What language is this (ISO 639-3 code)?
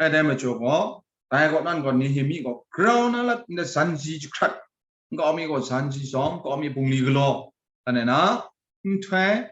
kac